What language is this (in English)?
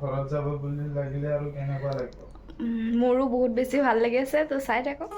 Assamese